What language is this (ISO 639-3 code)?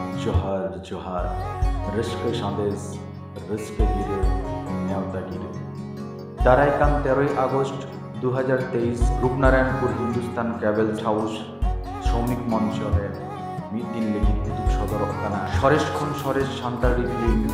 sat